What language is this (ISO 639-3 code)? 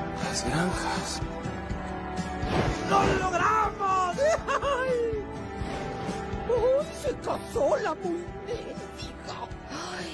spa